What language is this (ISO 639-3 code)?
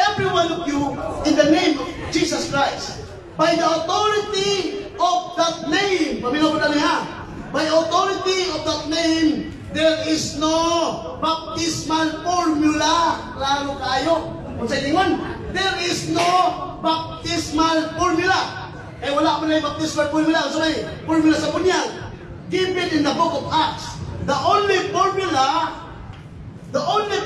ceb